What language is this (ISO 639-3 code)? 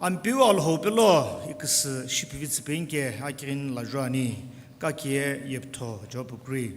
nsm